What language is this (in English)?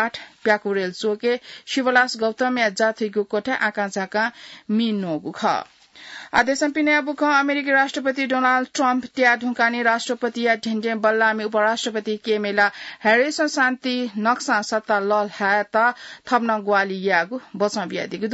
Newari